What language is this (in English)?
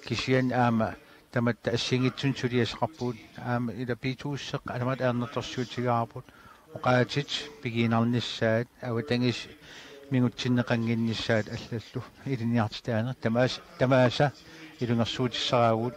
Kalaallisut